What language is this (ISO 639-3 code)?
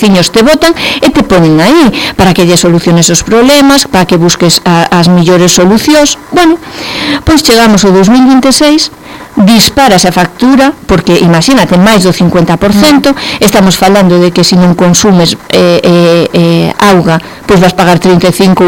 glg